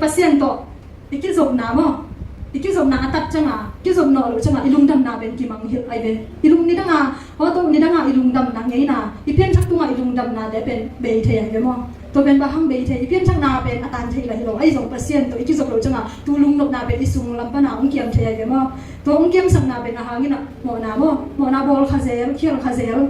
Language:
Tedim Chin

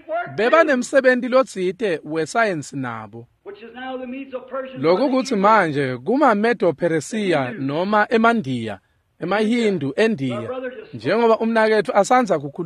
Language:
Swati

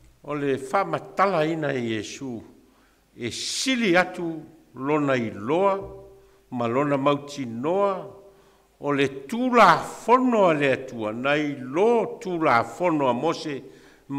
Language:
Samoan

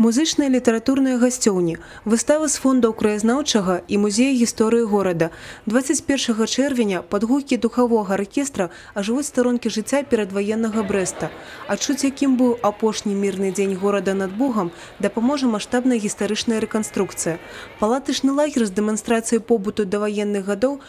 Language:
Belarusian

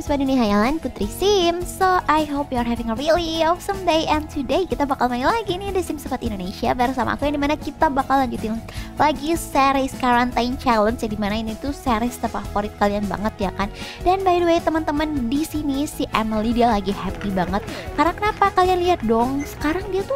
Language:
Indonesian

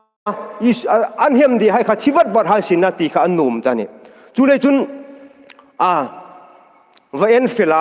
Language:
Hmar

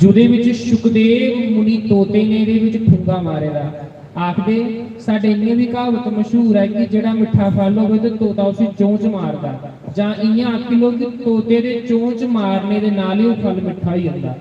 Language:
Dogri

